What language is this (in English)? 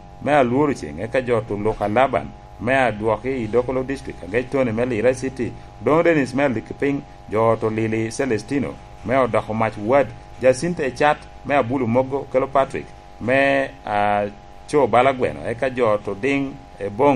Lango (Uganda)